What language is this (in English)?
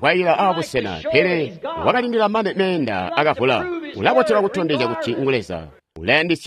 Tonga (Zambia)